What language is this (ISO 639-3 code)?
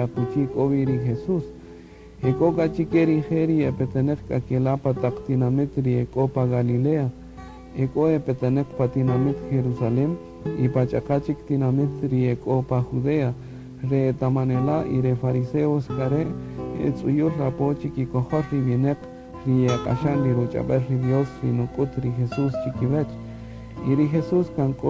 cak